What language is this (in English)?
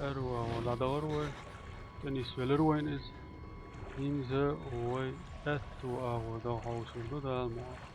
Chechen